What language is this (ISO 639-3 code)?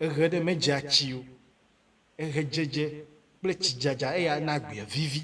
ewe